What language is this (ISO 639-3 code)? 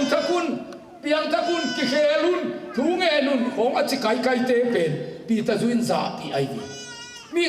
ctd